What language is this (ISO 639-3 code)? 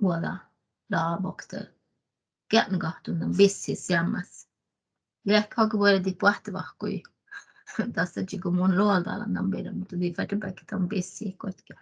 sme